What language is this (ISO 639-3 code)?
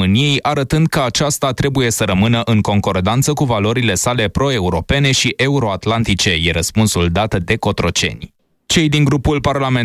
ron